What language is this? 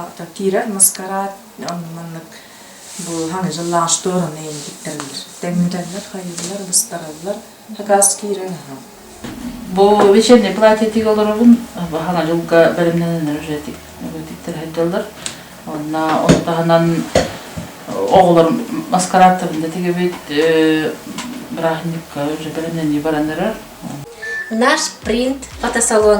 Yakut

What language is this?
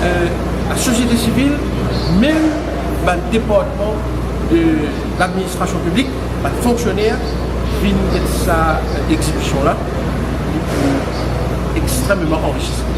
Morisyen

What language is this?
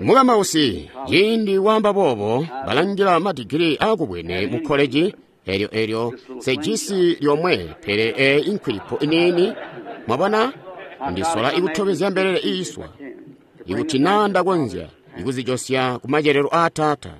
Tonga (Zambia)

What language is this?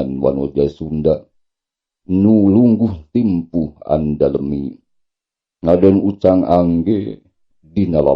Sundanese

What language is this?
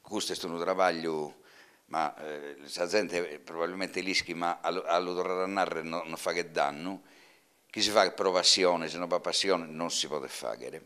Sardinian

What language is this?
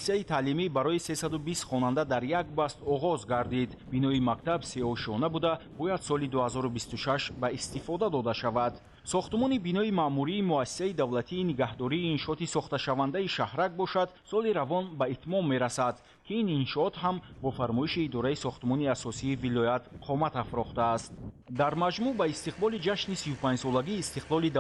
Tajik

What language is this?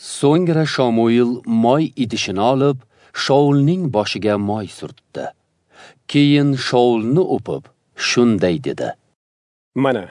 Uzbek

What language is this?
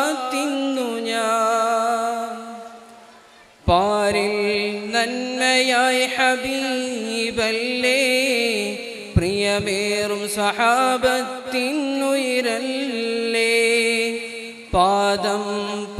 Malayalam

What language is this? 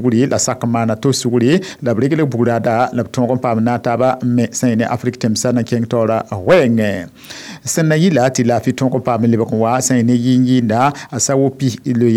Mossi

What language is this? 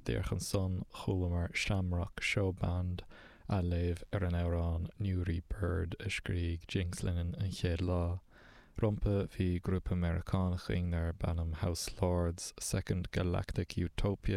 Irish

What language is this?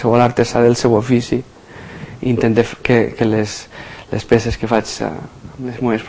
Catalan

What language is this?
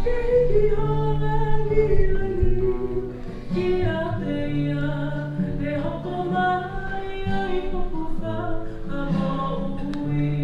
Tongan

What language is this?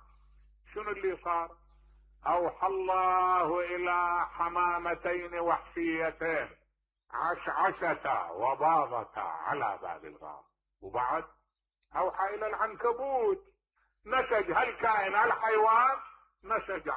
Mesopotamian Arabic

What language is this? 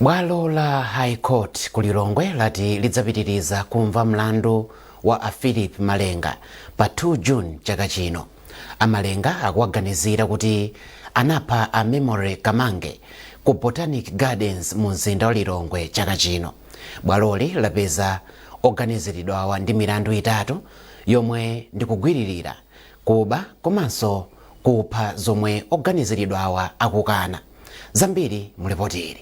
Nyanja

